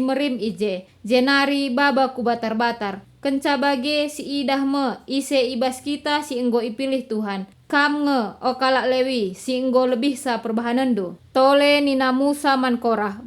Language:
Batak Karo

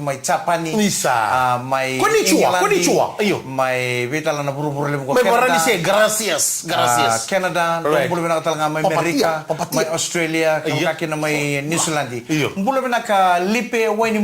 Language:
Fijian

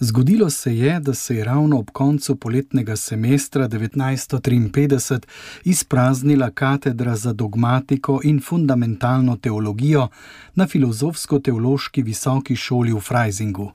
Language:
Slovenian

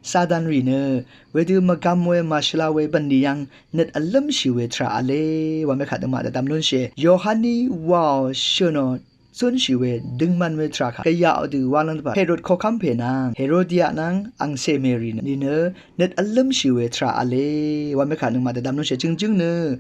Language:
Rawang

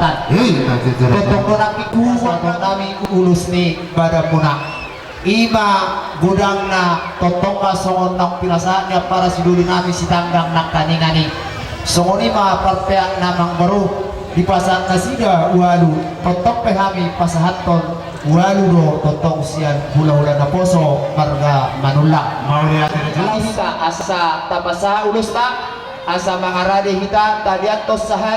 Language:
Batak Toba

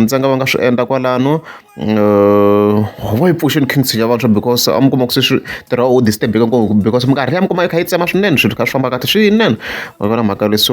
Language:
Tsonga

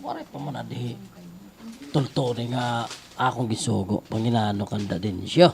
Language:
Waray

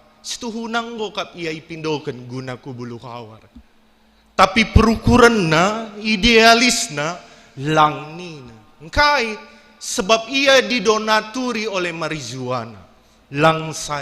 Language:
Batak Karo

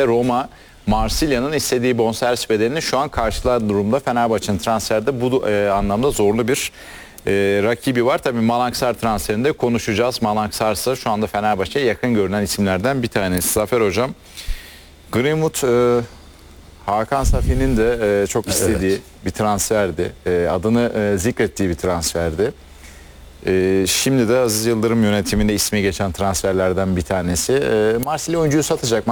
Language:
Turkish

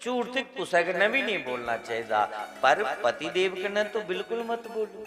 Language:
Dogri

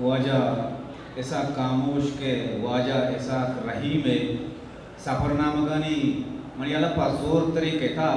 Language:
Eastern Balochi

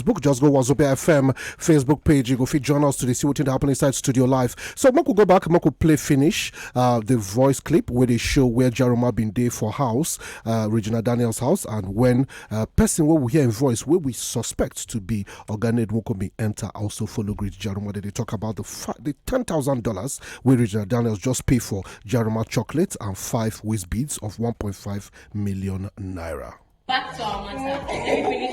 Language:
Nigerian Pidgin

